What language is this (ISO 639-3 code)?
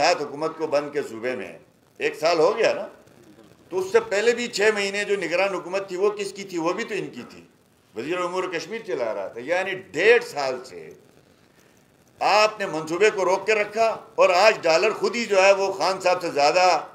urd